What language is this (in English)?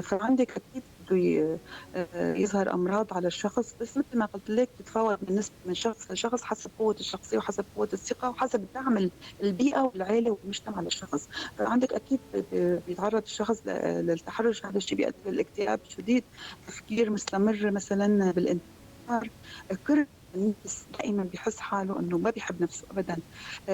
North Levantine Arabic